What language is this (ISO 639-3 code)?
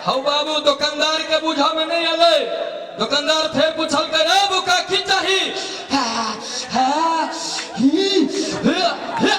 mai